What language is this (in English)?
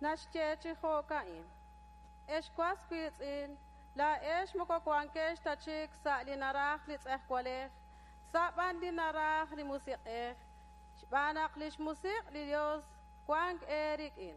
Kekchí